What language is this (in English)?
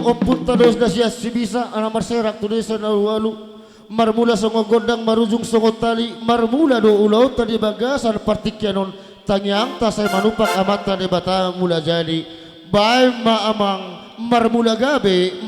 Batak Toba